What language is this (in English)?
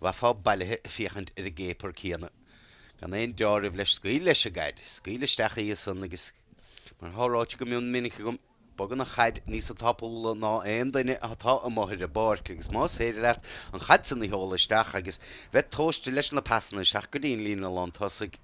Irish